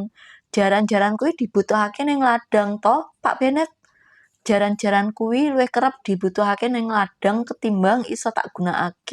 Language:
Javanese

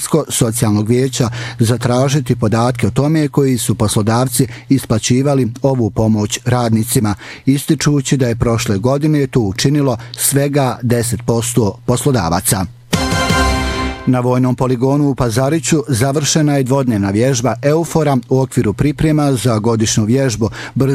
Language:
Bosnian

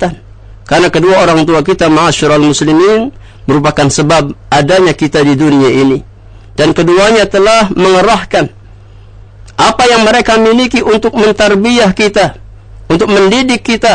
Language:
Indonesian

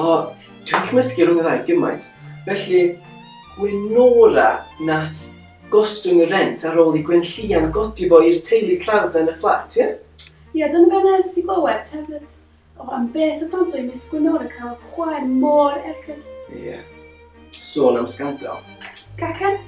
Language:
Welsh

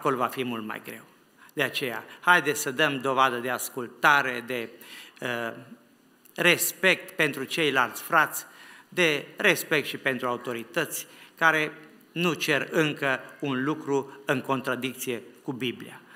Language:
Romanian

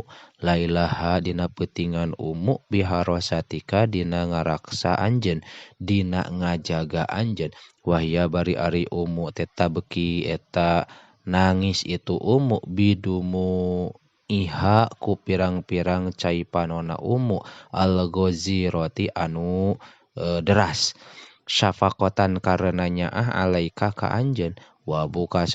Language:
Sundanese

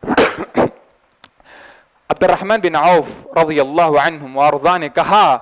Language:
Urdu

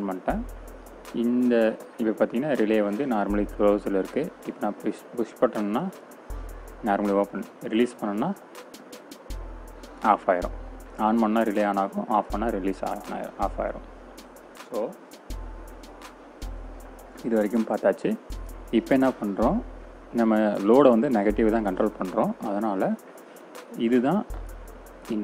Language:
Tamil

